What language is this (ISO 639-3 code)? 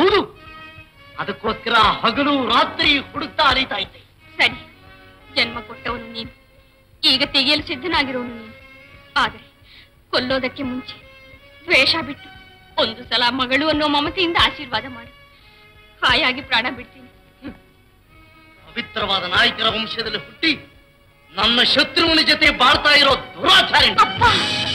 kan